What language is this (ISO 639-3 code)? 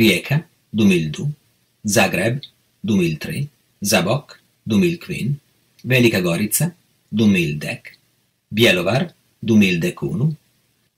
epo